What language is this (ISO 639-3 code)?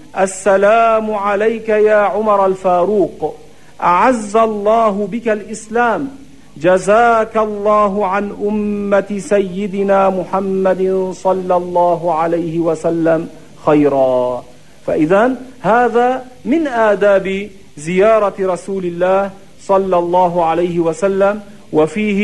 ara